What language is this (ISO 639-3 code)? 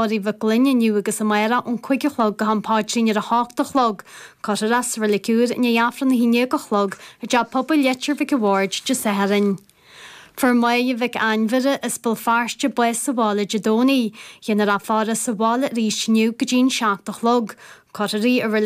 gle